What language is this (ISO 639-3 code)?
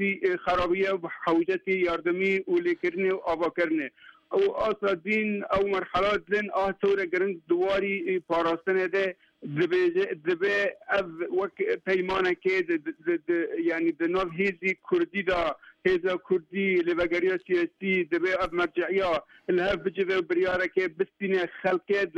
kur